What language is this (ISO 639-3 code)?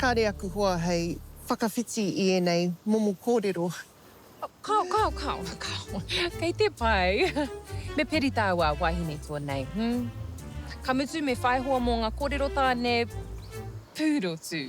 mri